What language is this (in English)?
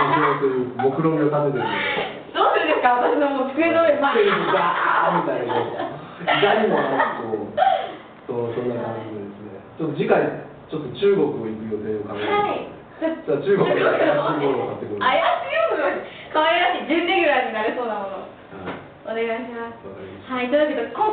Japanese